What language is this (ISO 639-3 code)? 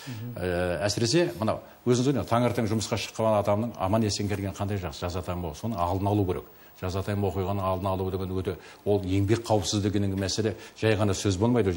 kaz